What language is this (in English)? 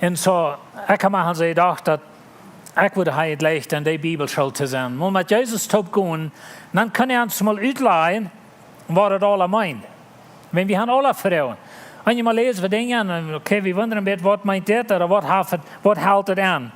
Plautdietsch